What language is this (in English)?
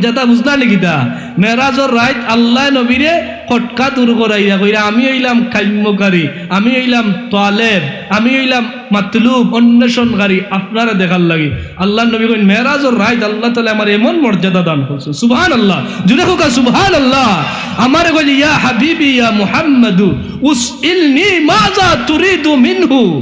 Sylheti